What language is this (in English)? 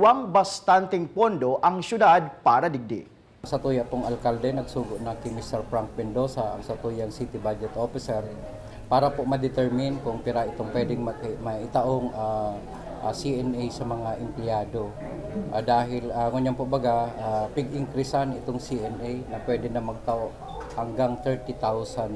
Bikol